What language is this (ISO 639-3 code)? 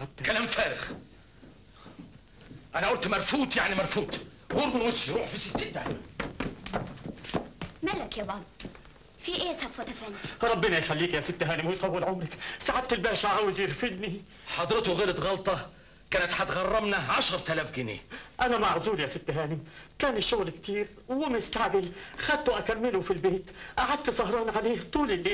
arz